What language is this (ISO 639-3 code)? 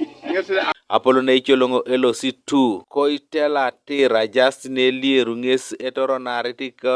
teo